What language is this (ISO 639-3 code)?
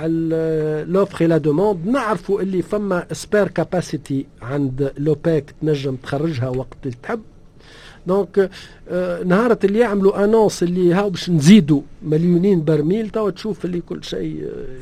aeb